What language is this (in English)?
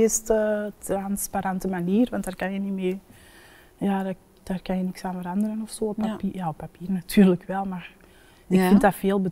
Dutch